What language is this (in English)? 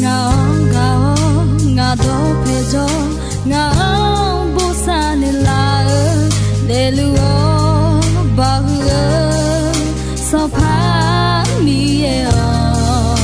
Akha